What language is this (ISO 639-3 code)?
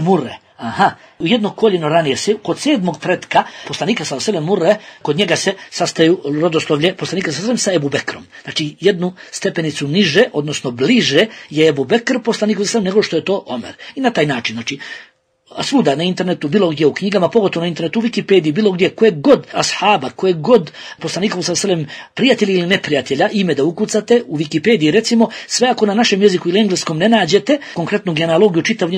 bos